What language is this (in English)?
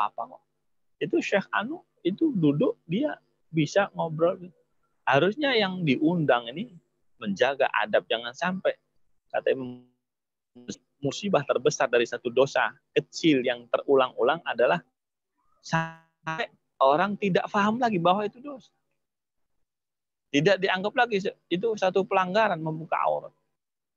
Indonesian